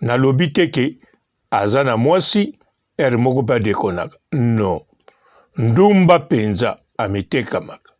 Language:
Lingala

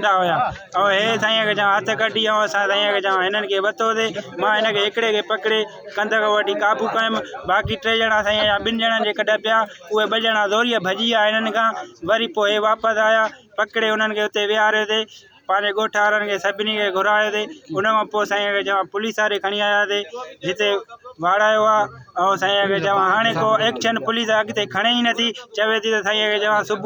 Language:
Sindhi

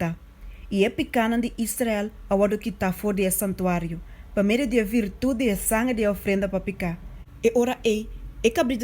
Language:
Papiamento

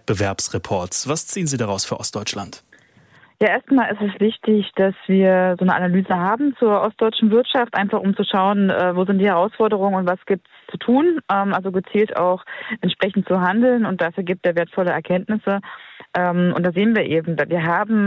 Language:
German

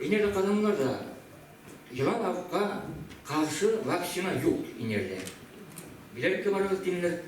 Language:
Bashkir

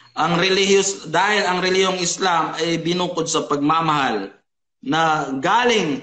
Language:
Filipino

